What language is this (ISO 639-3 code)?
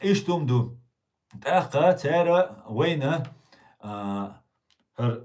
che